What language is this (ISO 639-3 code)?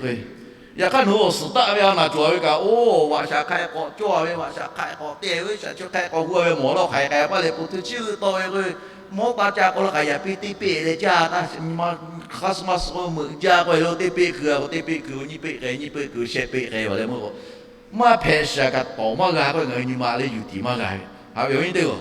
lhu